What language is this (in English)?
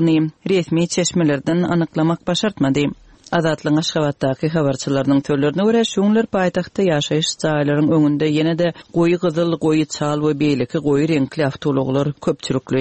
Turkmen